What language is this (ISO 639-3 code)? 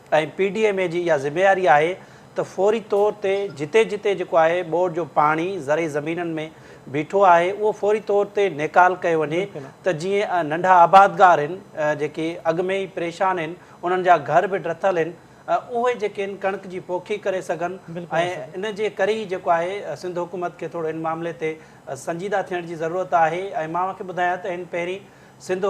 snd